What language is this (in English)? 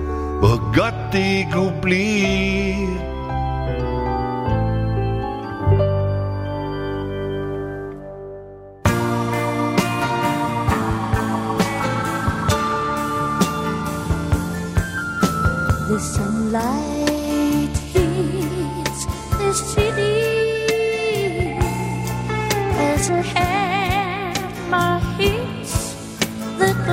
Danish